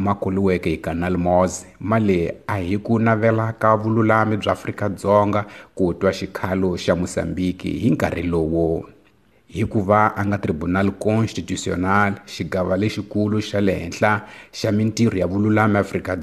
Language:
Tsonga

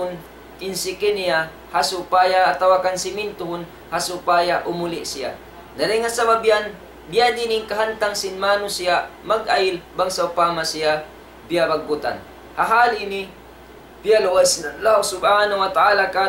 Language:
Tausug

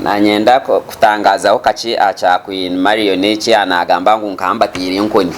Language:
Nyankole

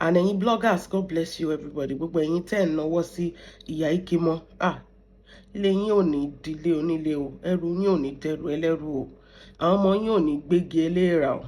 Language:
Yoruba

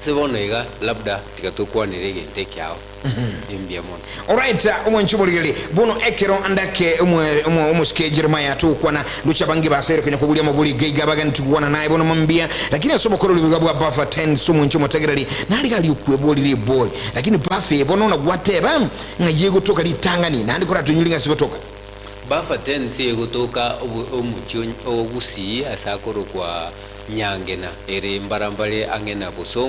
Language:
Gusii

